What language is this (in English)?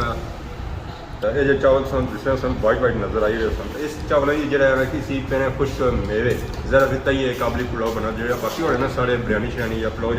Pahari-Potwari